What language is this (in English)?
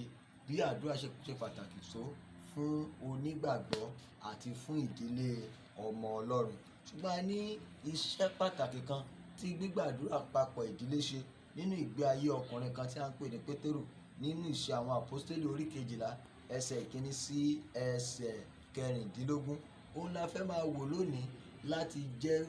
Yoruba